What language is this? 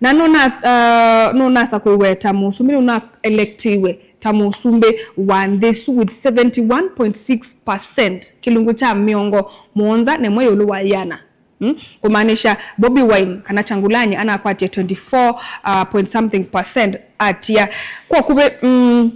Kamba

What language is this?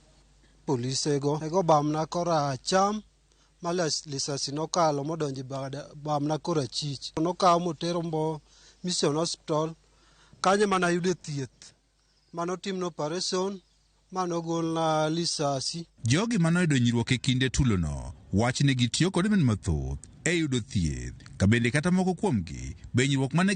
Luo (Kenya and Tanzania)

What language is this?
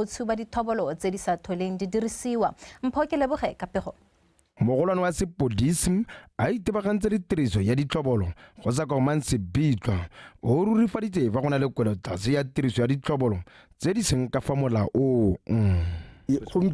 Tswana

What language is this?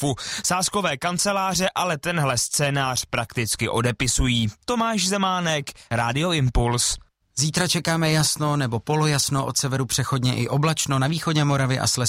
Czech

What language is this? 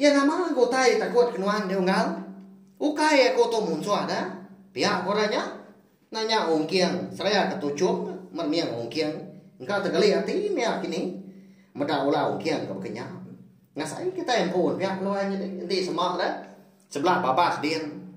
Iban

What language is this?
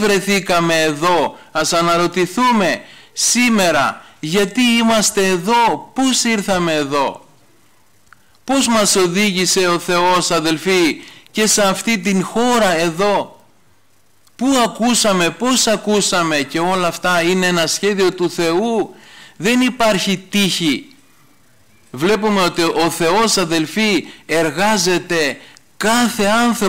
Greek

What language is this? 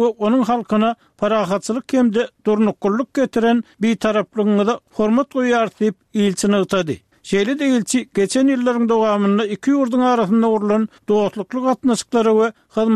Turkmen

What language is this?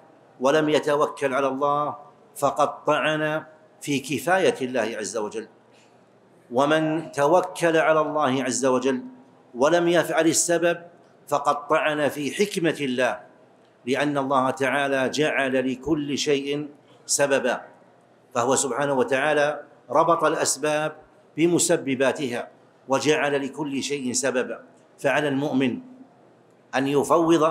Arabic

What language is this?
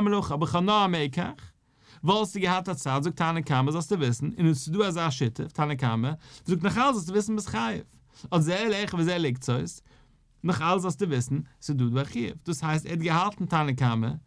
Yiddish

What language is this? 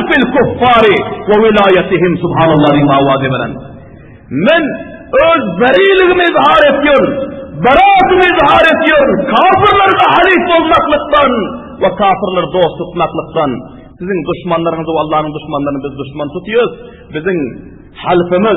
Turkmen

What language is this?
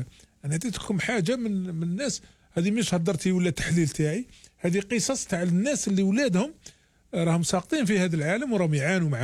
Algerian Arabic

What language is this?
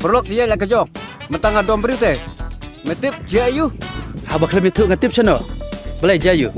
Khasi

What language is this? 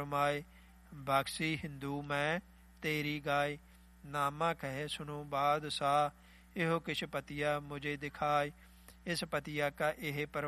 Punjabi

